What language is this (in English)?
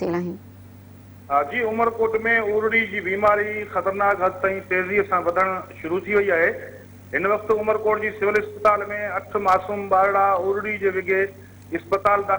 Sindhi